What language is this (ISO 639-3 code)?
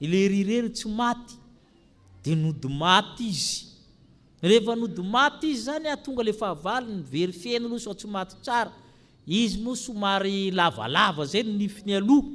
mlg